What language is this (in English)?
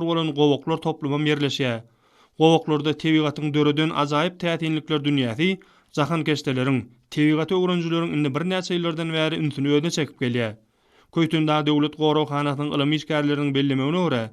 Turkmen